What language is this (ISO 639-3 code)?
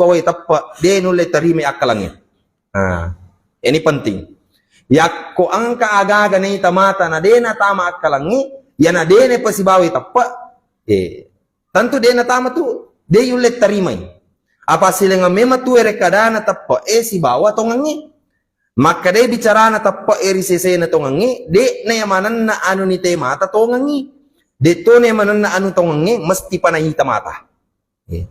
bug